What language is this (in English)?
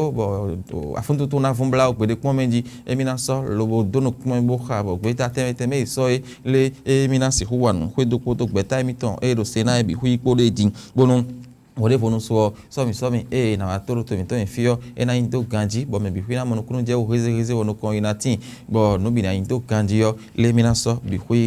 Fon